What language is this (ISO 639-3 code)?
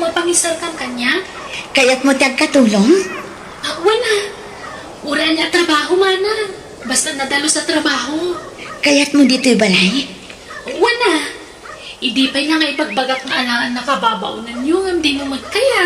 ilo